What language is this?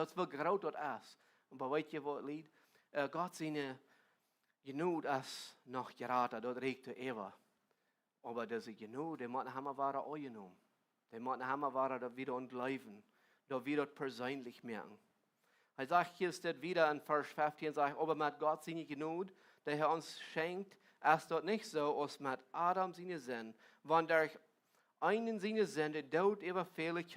Plautdietsch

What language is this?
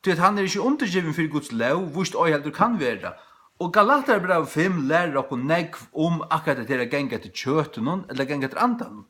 Faroese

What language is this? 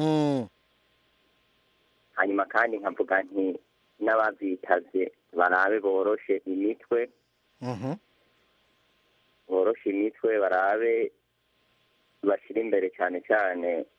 Kinyarwanda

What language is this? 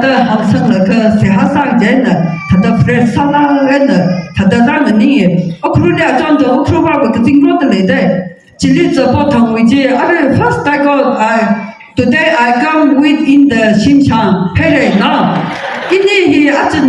Tangkhul Naga (India)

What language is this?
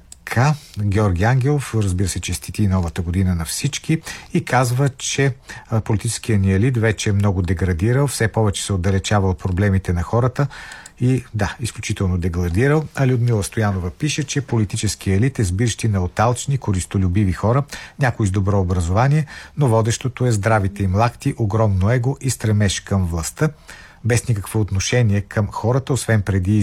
Bulgarian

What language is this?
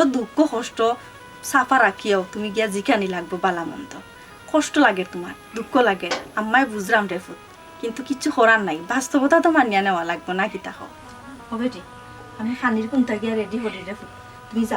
Sylheti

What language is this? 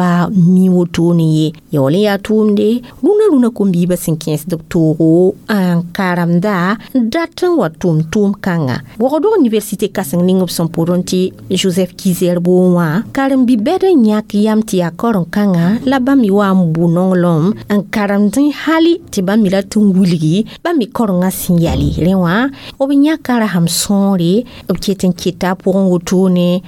Mossi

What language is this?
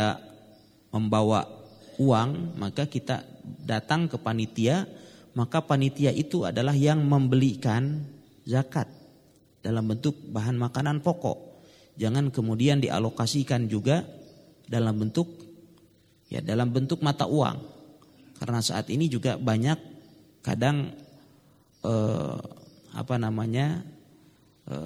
Indonesian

